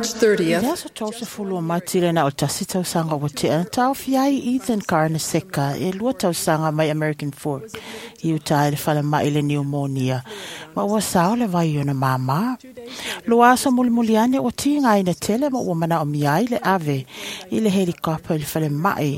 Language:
Samoan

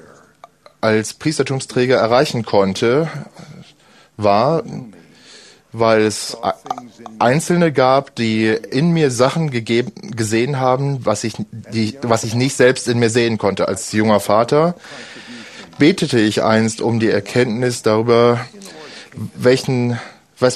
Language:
German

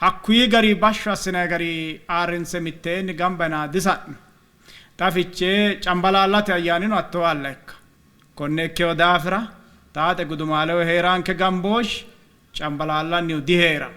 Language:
Sidamo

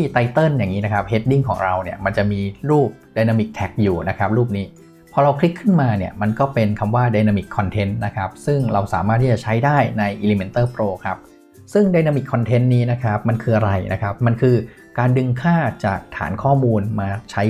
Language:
Thai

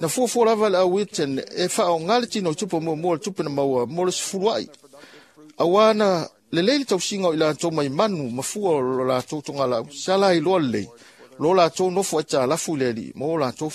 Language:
Samoan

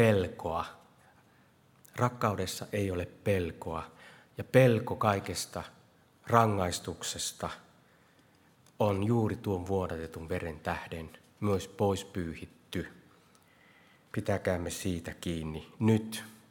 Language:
Finnish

